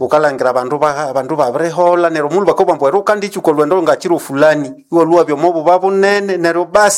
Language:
Nande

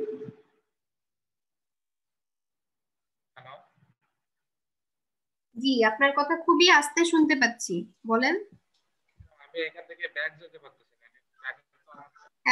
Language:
Bangla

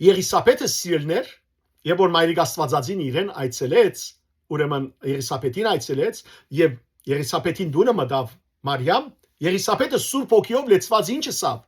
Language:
Western Armenian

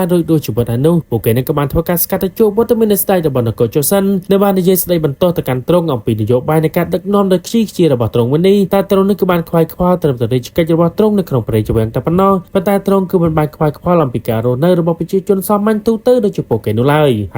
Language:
Khmer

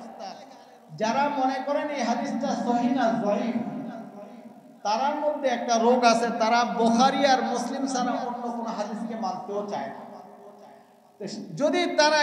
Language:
Bangla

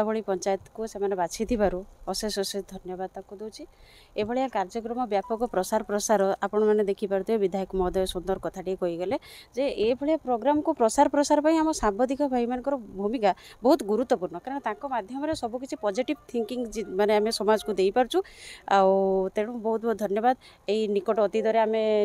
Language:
Odia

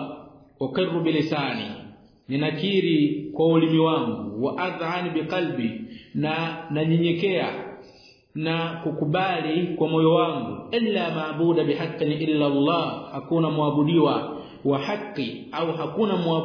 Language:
Swahili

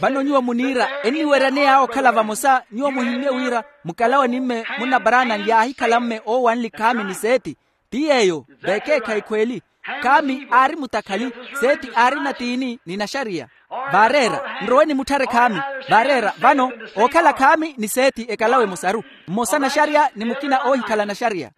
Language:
Makhuwa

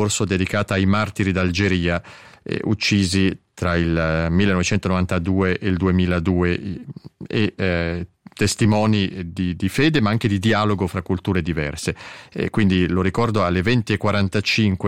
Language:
Italian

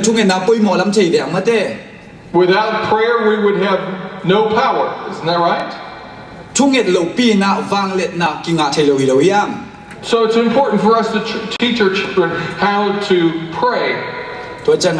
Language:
Tedim Chin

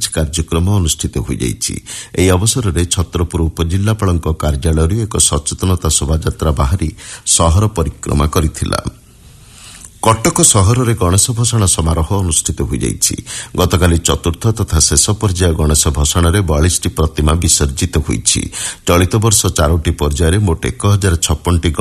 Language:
Odia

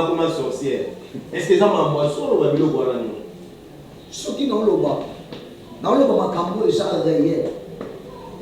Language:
Lingala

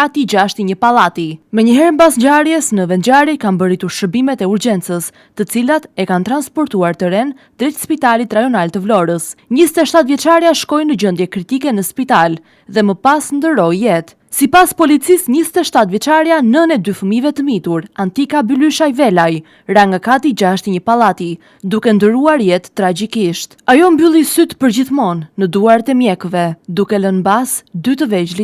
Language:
Albanian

